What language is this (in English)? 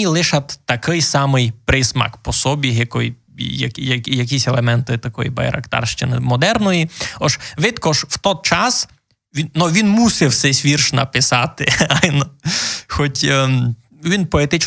Rusyn